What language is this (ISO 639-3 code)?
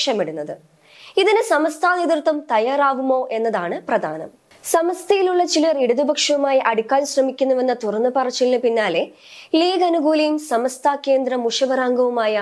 mal